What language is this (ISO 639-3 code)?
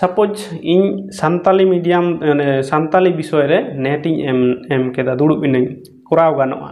sat